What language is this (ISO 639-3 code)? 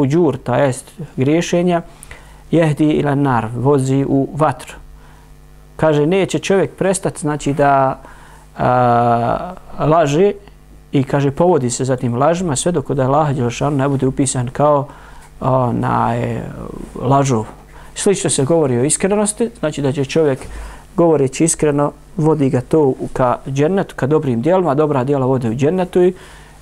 bos